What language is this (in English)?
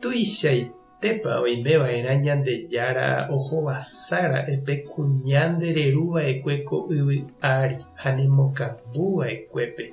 Guarani